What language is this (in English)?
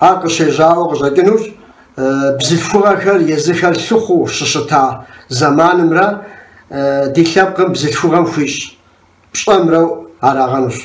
Kabardian